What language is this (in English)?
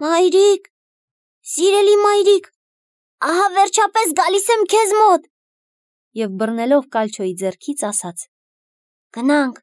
Armenian